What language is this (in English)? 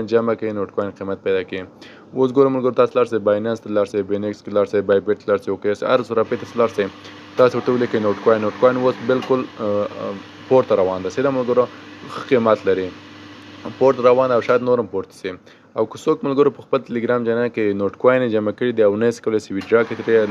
Pashto